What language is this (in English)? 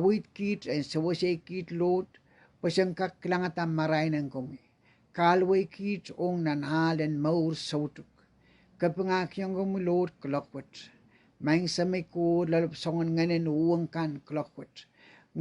Pohnpeian